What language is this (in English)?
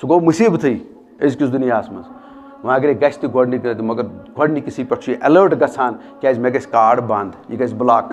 Kashmiri